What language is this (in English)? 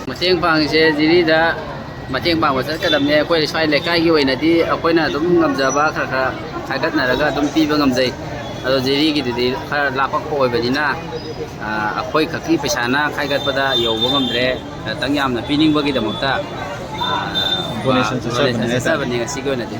Manipuri